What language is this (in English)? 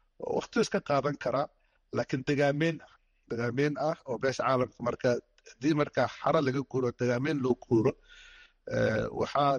Somali